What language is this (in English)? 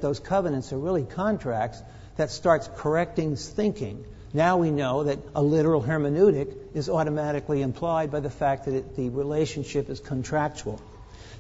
English